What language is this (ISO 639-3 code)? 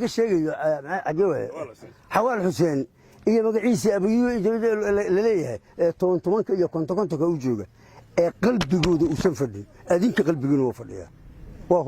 som